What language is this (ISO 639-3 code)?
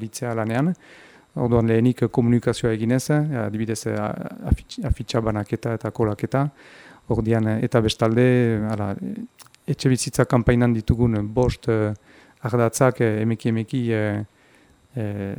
eus